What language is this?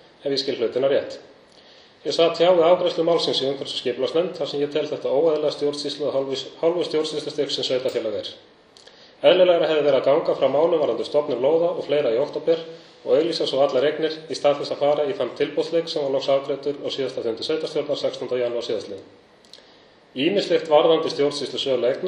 Icelandic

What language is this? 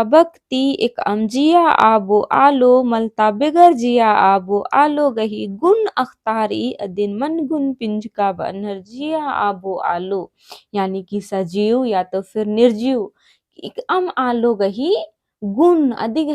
Kurukh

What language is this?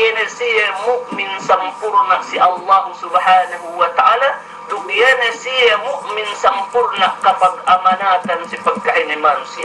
Yakan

